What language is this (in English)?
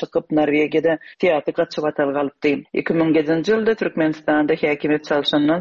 Turkmen